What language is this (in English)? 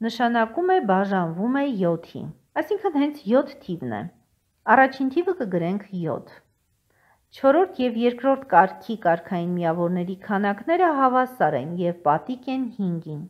Armenian